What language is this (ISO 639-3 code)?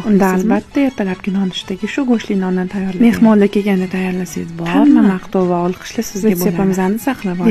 uzb